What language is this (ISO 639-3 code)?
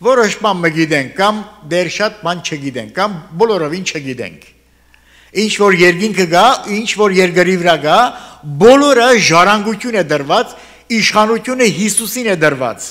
hye